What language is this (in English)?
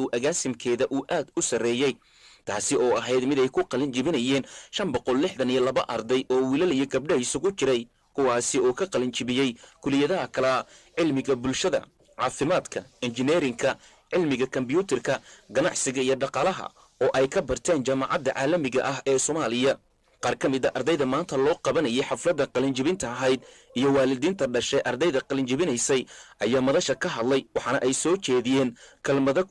Somali